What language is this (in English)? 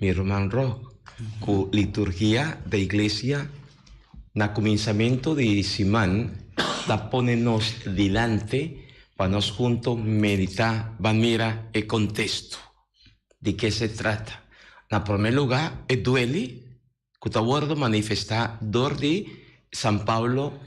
Papiamento